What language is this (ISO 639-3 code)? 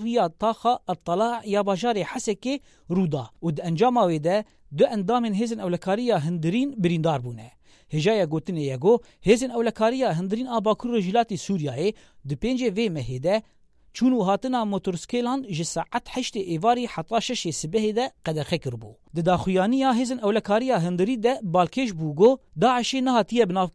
kur